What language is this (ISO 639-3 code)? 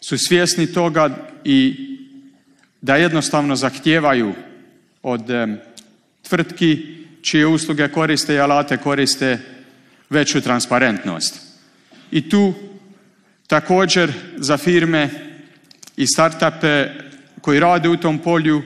hrv